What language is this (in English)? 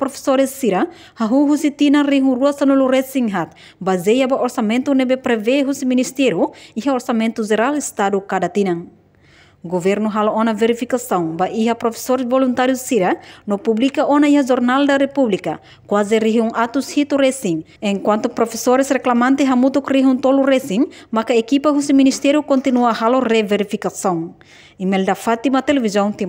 Tetum